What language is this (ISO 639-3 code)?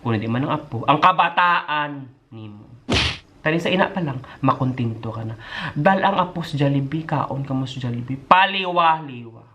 hil